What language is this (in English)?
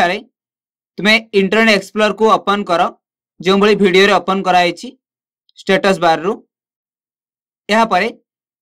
Odia